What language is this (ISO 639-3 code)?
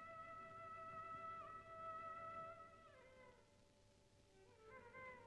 mal